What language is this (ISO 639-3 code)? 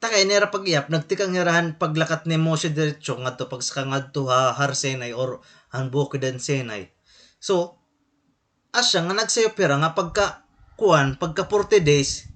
war